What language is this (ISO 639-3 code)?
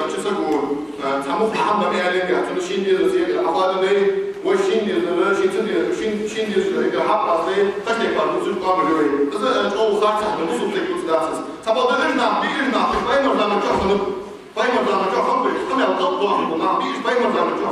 inh